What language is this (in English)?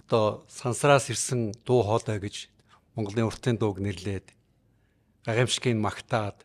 Mongolian